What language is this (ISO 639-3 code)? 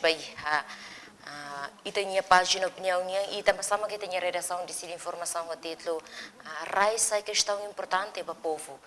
tet